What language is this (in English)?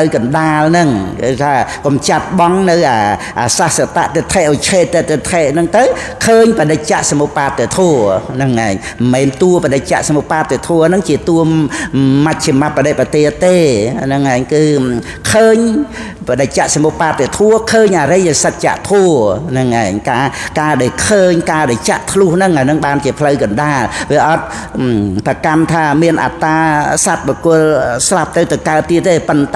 Khmer